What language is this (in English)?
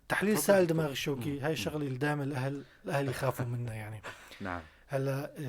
North Levantine Arabic